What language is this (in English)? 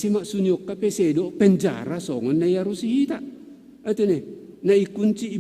Batak Simalungun